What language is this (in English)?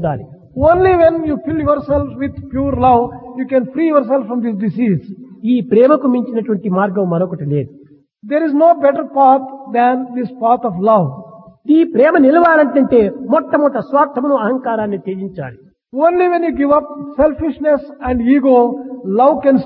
Telugu